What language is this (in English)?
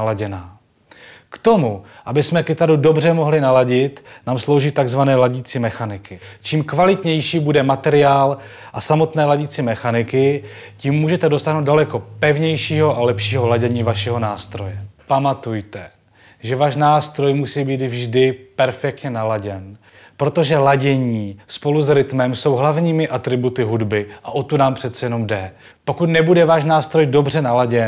Czech